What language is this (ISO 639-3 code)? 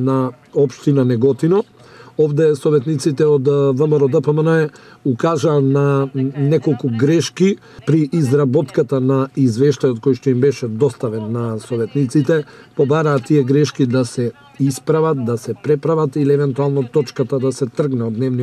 mkd